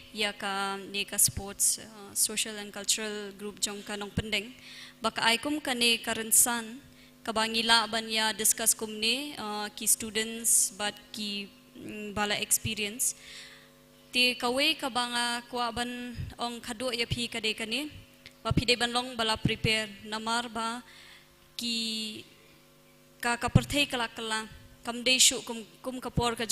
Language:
Khasi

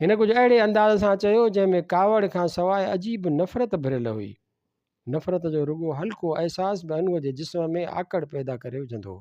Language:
Sindhi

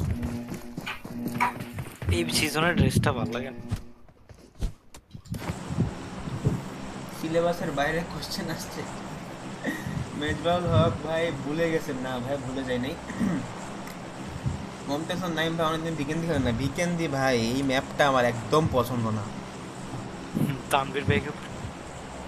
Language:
Bangla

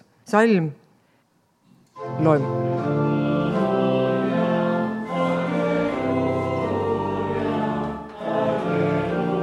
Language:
Estonian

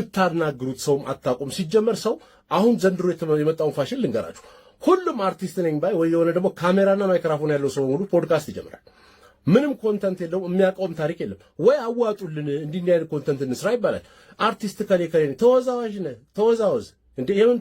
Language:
Amharic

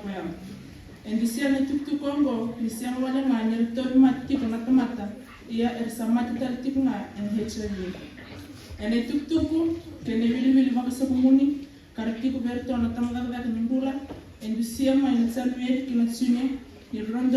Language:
Fijian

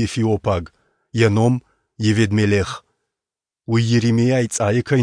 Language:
Ossetic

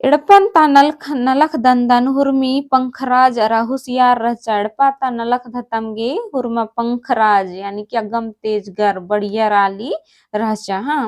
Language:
Kurukh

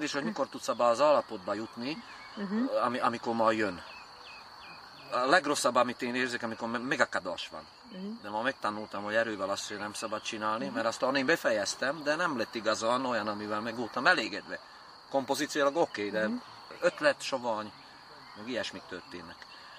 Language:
Hungarian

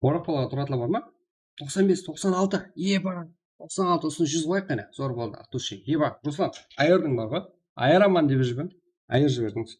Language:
Kara-Kalpak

